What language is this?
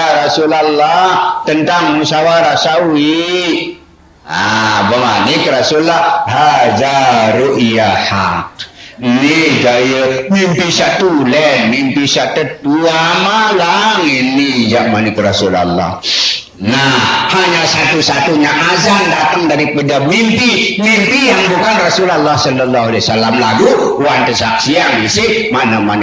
Sasak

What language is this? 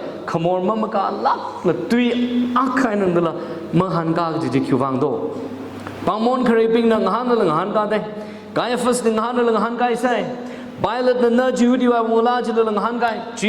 Tangkhul Naga (India)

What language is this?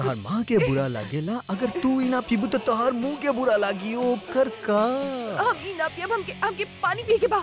Bhojpuri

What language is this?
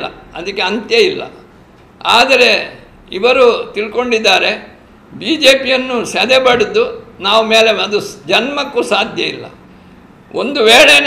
Kannada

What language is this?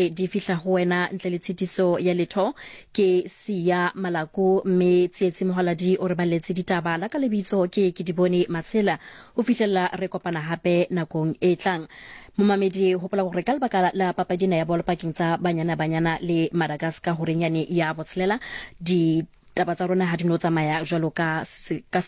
Southern Sotho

